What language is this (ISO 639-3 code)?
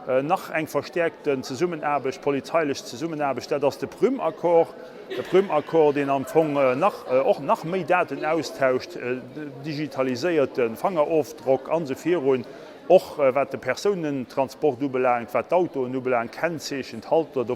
ltz